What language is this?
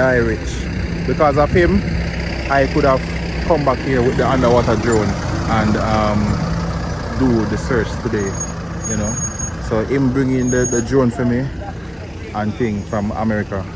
Jamaican Creole English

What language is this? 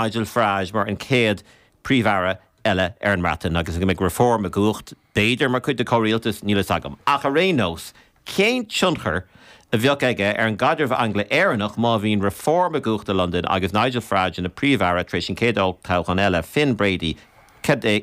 Irish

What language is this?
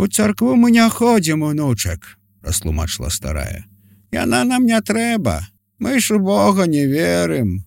Belarusian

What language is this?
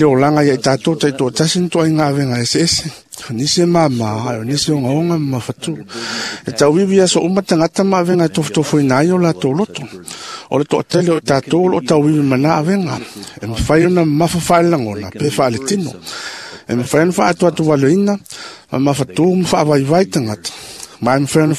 Samoan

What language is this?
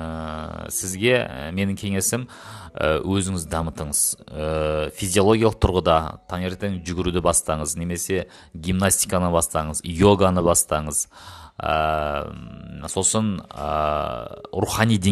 Kazakh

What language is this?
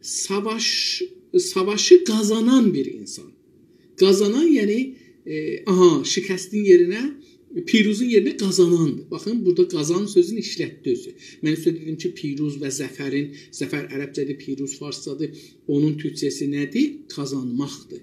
South Azerbaijani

